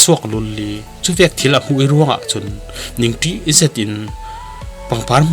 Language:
Falam Chin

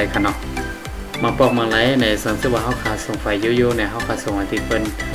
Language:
Shan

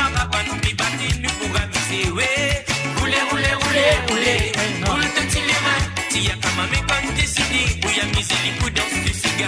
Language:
Morisyen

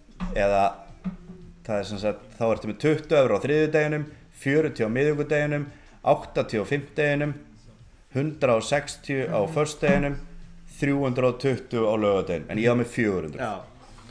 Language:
Icelandic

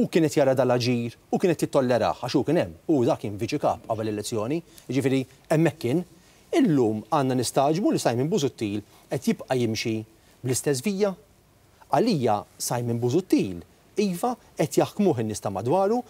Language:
Maltese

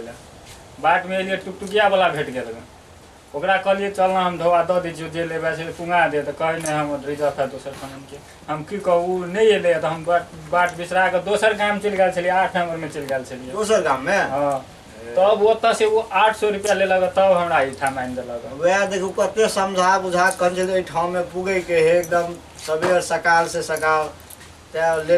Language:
Maithili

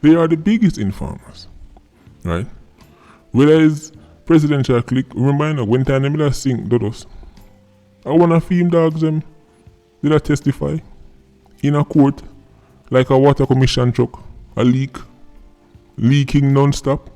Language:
Jamaican Creole English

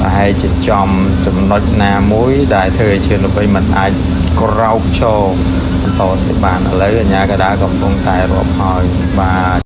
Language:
Khmer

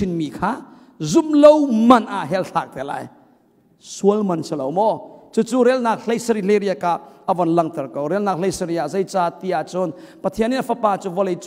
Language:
Hakha Chin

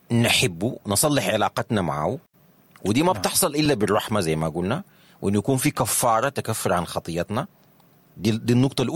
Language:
Sudanese Arabic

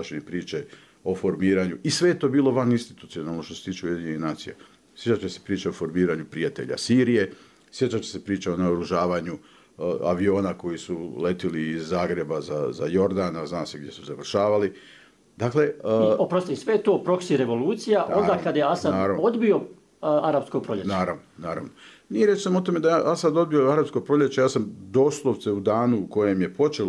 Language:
Bosnian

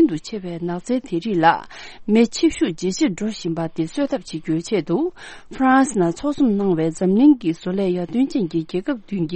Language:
Tibetan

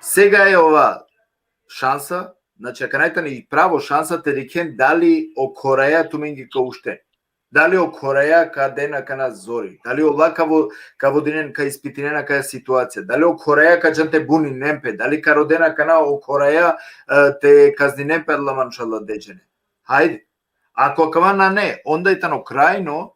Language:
Balkan Romani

